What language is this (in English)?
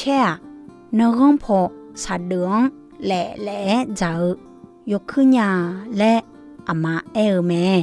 Akha